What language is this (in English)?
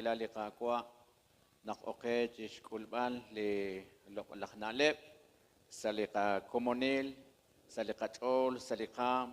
Kekchí